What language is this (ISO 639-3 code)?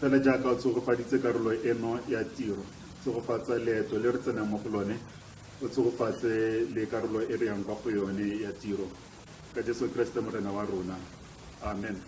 tsn